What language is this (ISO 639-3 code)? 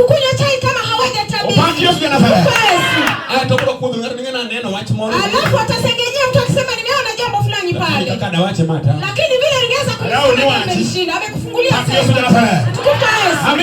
luo